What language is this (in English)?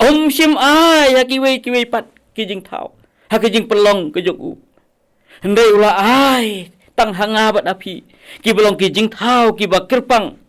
Khasi